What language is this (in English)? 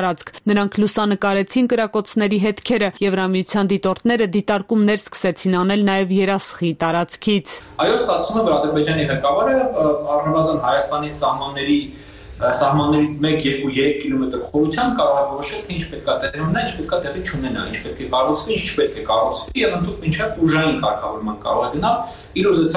Armenian